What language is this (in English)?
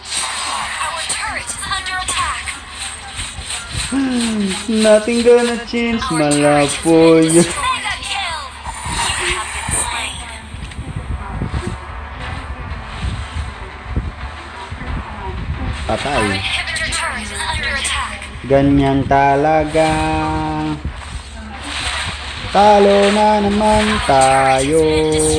Filipino